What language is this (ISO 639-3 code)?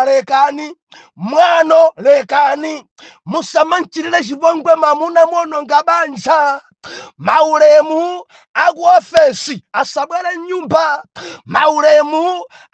nya